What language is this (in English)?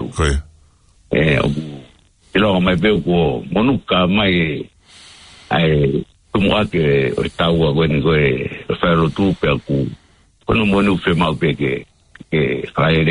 Tongan